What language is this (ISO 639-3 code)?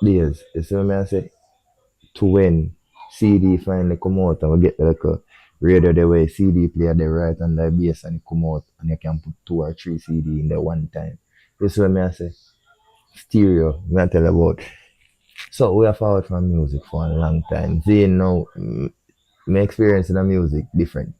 jam